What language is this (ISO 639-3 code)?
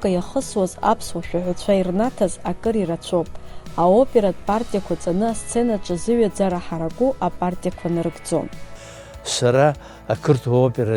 abk